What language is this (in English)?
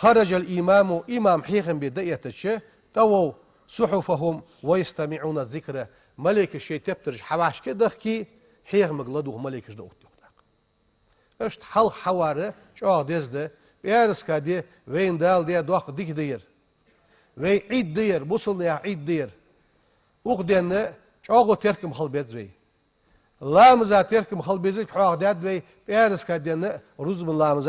Ingush